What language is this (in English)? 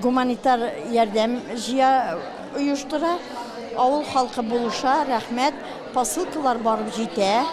Tatar